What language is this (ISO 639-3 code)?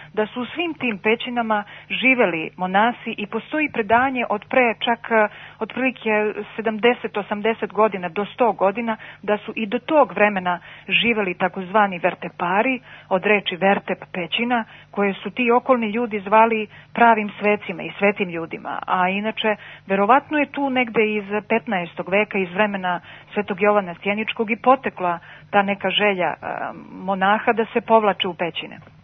srp